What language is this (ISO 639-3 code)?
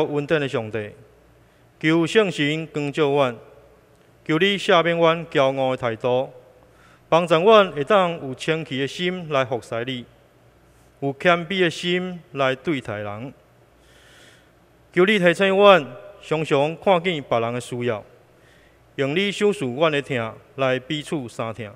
nan